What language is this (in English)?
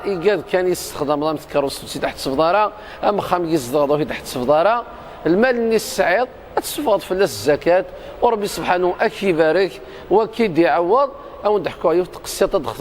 Kabyle